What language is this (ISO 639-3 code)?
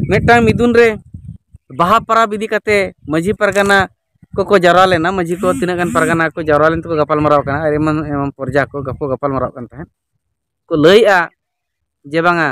sat